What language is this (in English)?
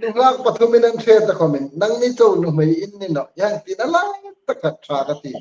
Hmar